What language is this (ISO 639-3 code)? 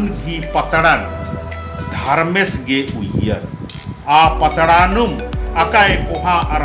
kru